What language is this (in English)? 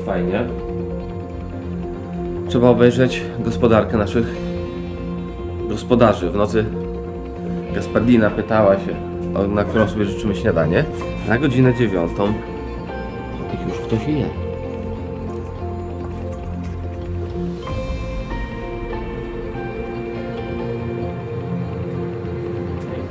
Polish